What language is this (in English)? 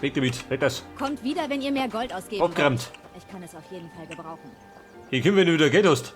Bavarian